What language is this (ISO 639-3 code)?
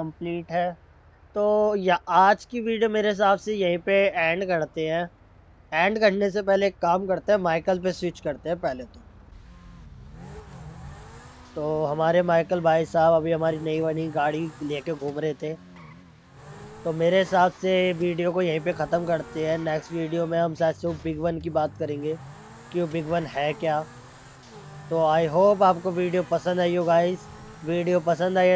hin